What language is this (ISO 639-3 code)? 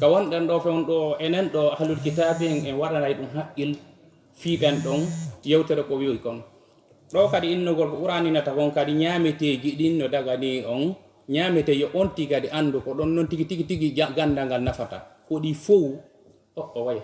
ful